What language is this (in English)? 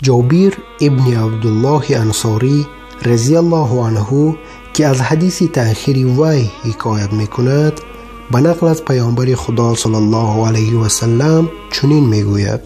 Tajik